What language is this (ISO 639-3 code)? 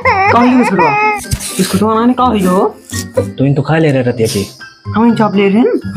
awa